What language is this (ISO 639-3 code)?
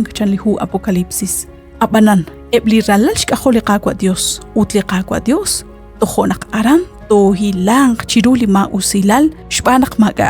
kek